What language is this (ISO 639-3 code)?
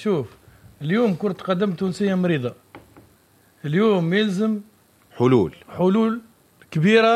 aeb